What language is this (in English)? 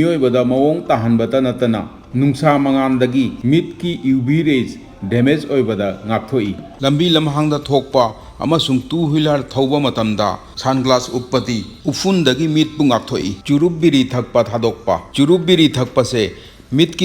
Manipuri